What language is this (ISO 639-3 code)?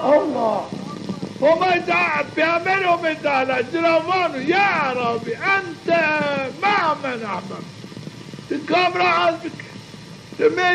zza